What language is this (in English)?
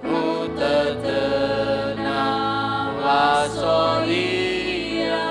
Nias